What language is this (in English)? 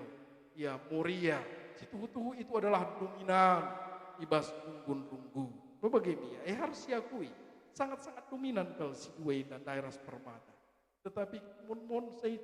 Batak Karo